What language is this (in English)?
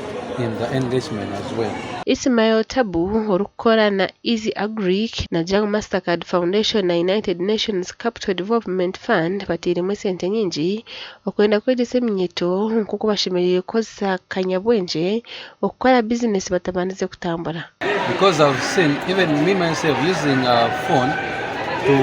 Nyankole